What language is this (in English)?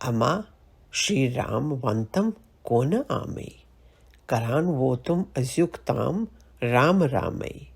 Kashmiri